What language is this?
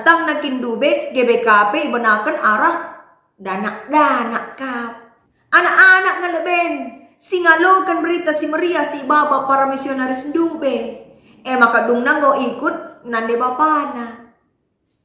Batak Karo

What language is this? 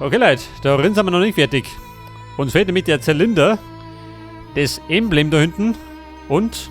Bavarian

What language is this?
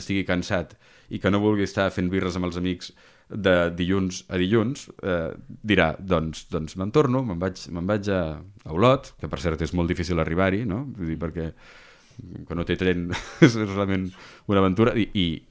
Catalan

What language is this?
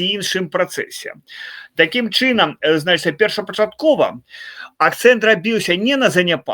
Belarusian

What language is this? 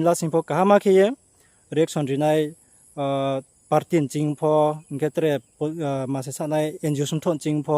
Riang (India)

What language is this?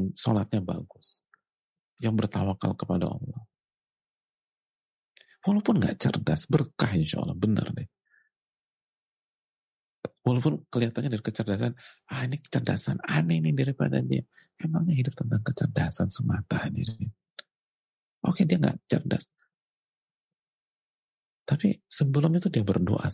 Indonesian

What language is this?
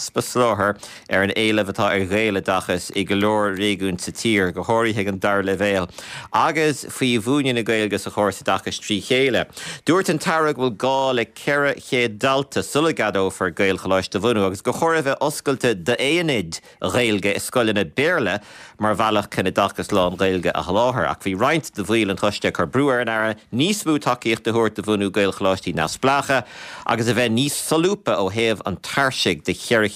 Irish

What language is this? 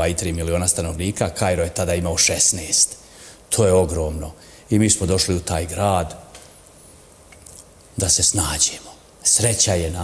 Bosnian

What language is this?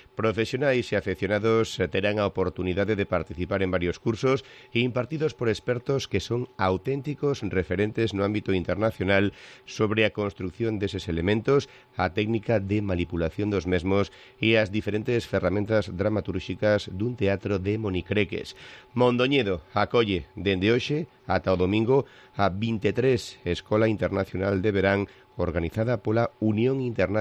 Galician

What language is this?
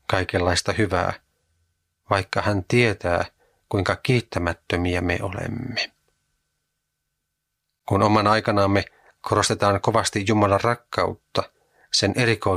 Finnish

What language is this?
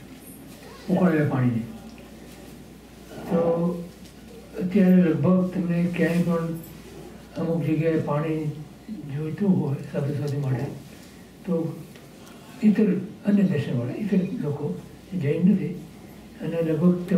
Gujarati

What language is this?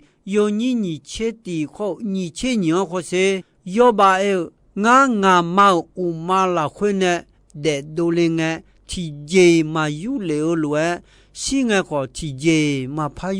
Akha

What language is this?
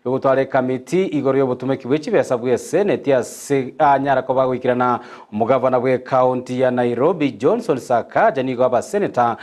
Gusii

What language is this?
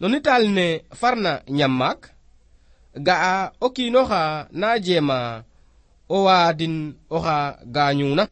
Serer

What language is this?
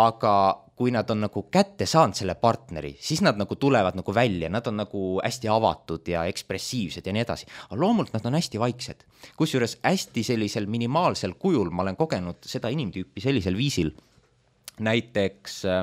Estonian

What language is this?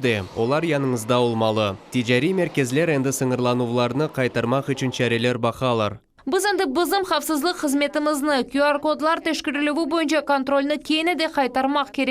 Crimean Tatar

